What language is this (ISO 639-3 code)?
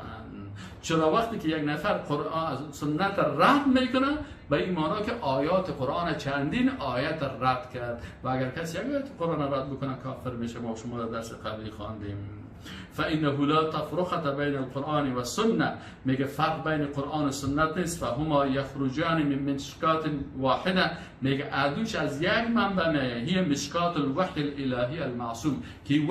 fas